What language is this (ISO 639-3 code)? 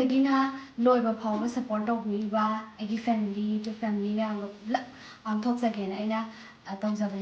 mni